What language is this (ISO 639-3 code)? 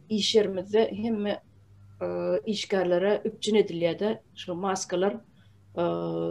tuk